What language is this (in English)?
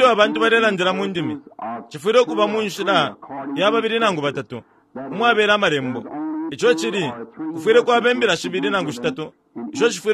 Bemba